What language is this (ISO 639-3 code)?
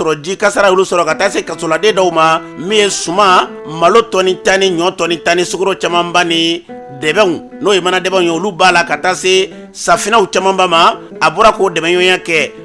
bam